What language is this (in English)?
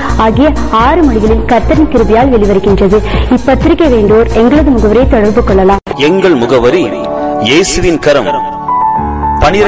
Tamil